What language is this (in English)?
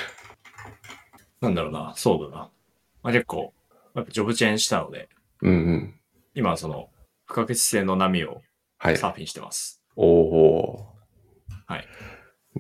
Japanese